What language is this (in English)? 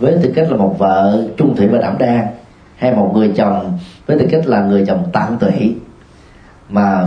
Vietnamese